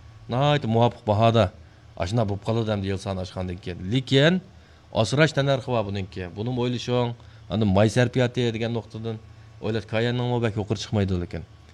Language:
Uyghur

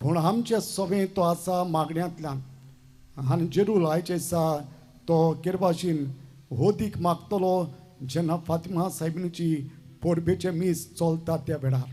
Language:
Konkani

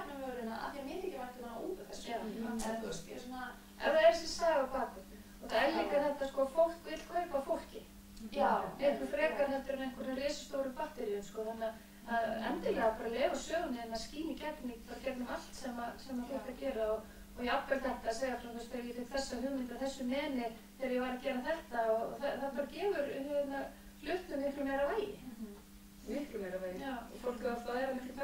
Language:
Icelandic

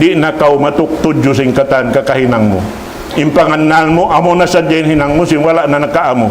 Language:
Tausug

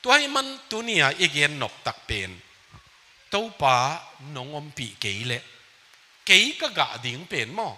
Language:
Tedim Chin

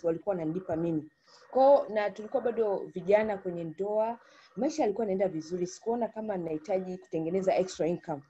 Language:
Swahili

